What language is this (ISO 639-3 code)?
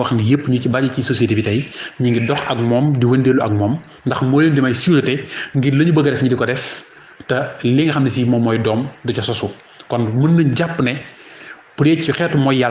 wol